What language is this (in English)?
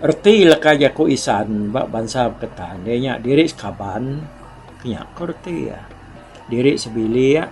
Iban